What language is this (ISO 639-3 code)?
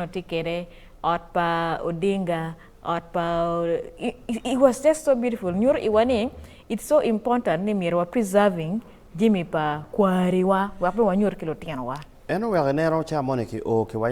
ach